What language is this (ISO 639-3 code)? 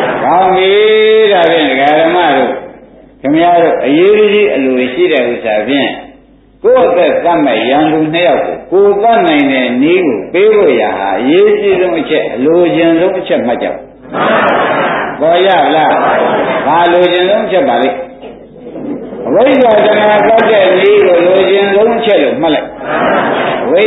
mya